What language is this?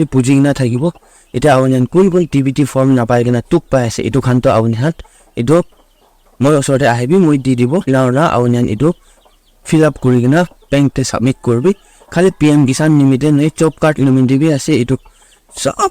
Naga Pidgin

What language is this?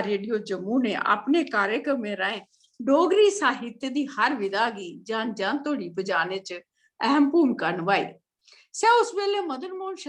Dogri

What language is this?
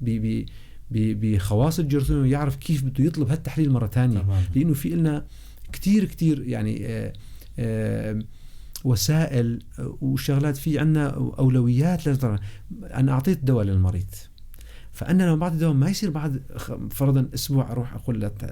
North Levantine Arabic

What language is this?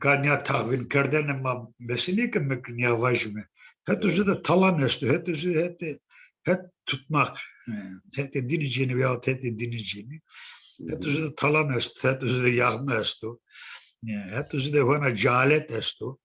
Zaza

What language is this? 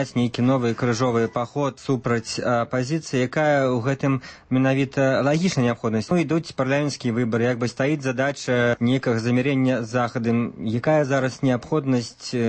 Belarusian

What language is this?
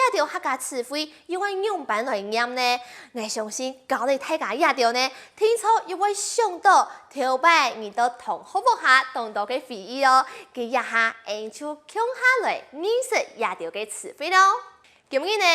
Hakka Chinese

